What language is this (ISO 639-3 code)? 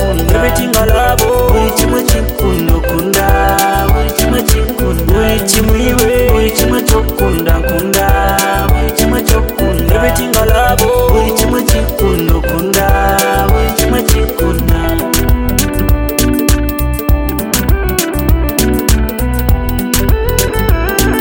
kin